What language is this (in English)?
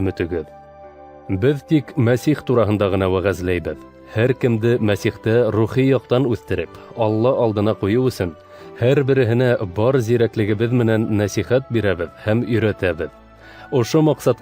Bashkir